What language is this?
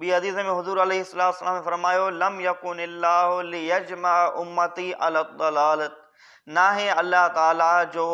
Sindhi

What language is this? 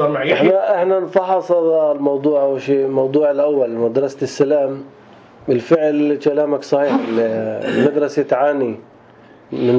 North Levantine Arabic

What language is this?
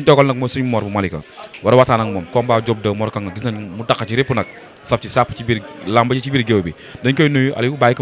Wolof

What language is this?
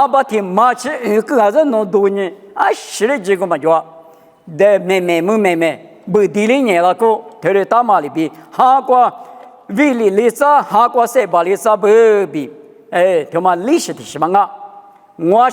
Lisu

